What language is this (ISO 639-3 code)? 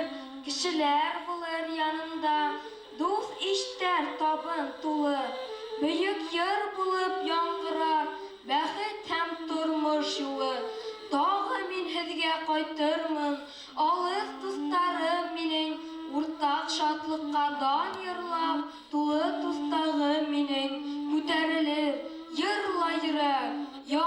bak